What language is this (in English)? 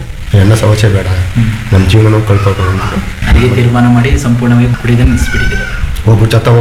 Kannada